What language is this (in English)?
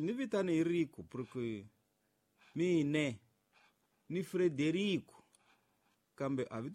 Tsonga